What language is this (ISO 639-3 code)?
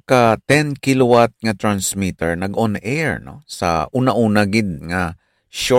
hil